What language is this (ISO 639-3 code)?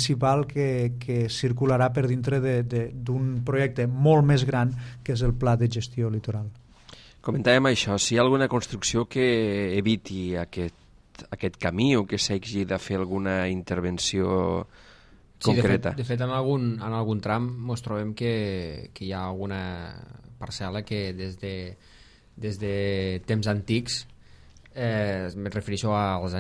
cat